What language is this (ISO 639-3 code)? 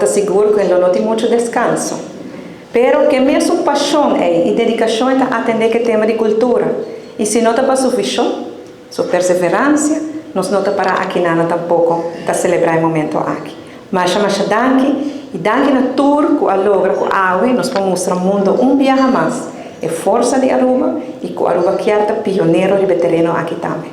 pap